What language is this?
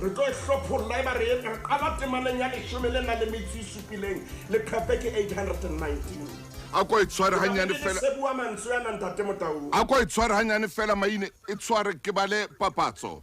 Southern Sotho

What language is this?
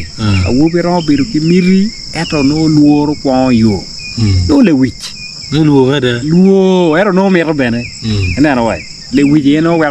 Acoli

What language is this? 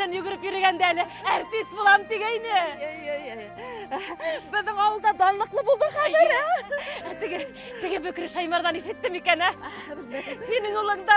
Bashkir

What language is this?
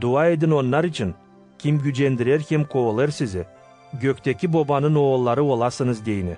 Gagauz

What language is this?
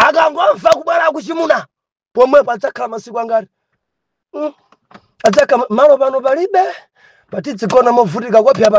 Nyanja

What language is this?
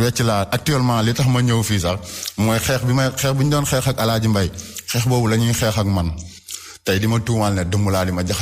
Wolof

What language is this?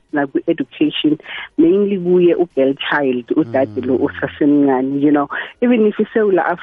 South Ndebele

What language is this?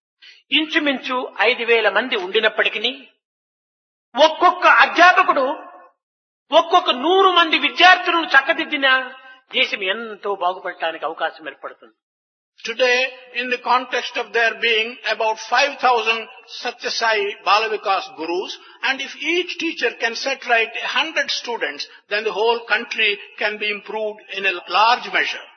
Telugu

